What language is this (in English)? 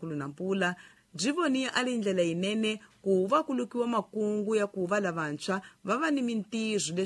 Tsonga